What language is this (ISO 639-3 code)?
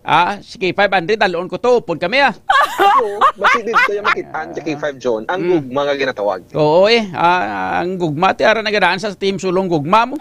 hil